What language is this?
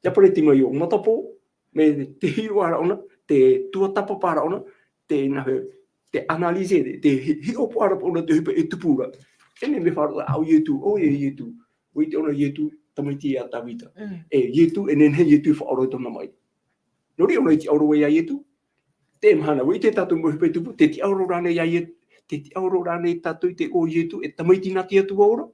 Tahitian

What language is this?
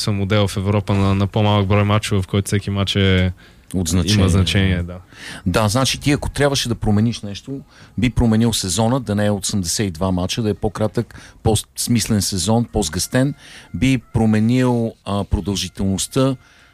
Bulgarian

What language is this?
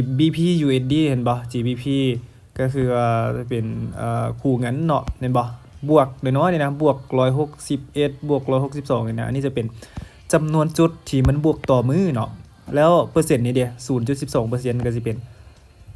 Lao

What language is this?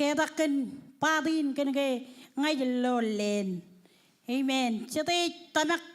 Marshallese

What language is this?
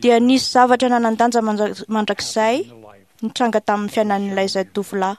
Malagasy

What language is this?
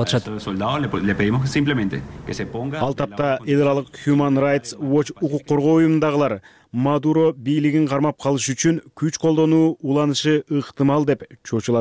Kyrgyz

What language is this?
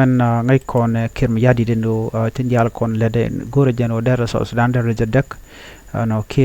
Nuer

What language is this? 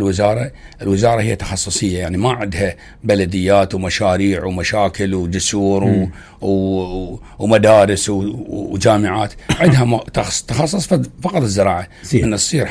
Mesopotamian Arabic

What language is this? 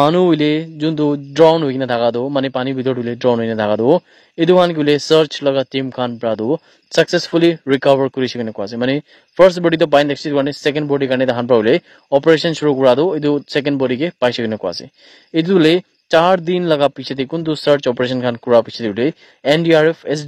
Naga Pidgin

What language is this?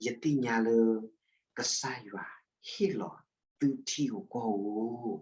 S'gaw Karen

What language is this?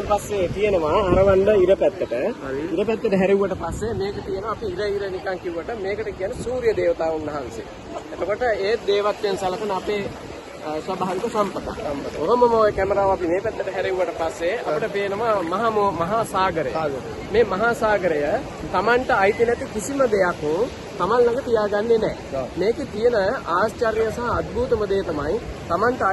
Sinhala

